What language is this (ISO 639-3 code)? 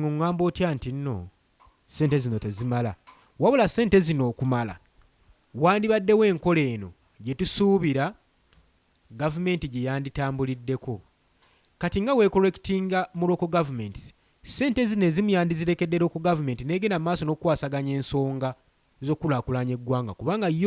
lug